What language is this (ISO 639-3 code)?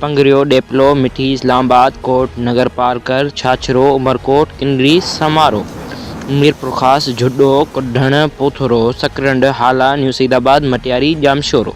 snd